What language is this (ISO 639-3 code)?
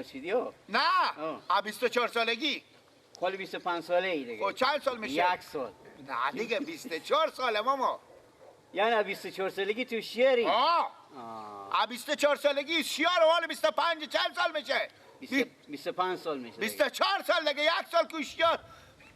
fas